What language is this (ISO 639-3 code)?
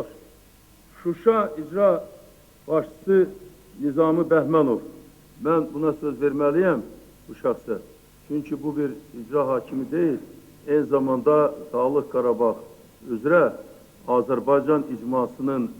aze